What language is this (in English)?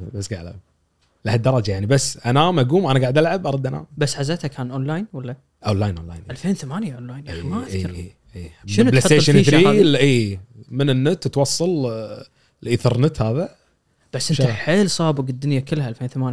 Gulf Arabic